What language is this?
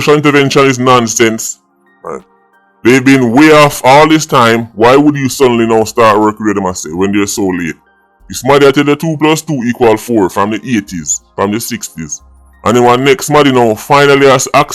Jamaican Creole English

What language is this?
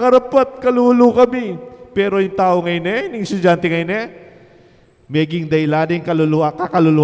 Pampanga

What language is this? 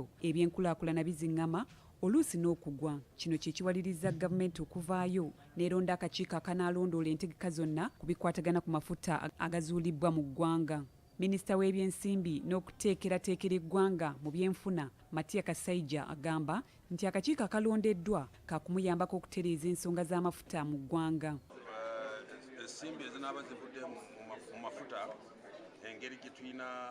Ganda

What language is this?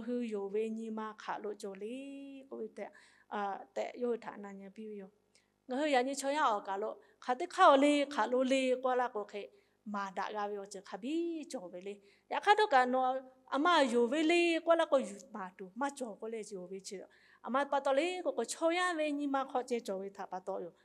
Lahu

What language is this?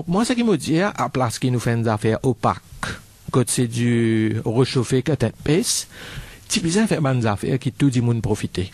Morisyen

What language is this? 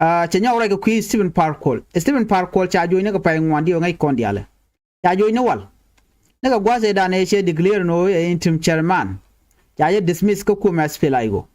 Nuer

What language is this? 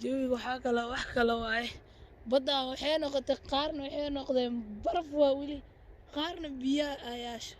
Somali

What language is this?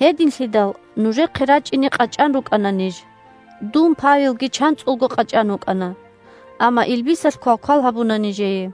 Avaric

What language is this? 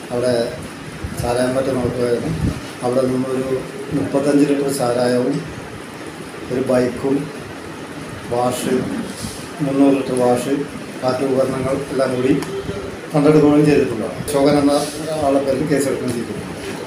Malayalam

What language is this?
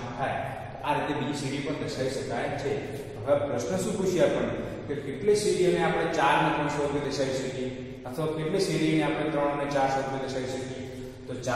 Gujarati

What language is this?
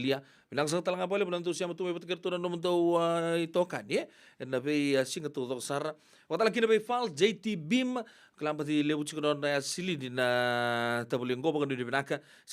Fijian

